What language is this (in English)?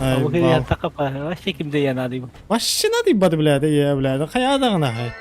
Yakut